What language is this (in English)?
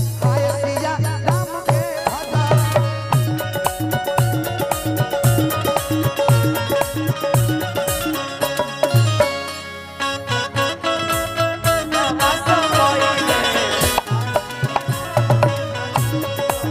Bhojpuri